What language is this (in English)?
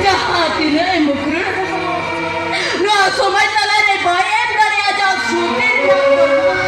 Santali